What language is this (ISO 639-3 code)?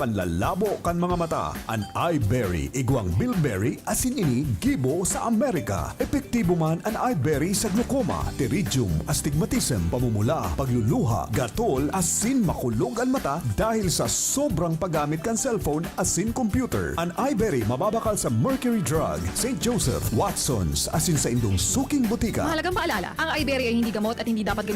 bik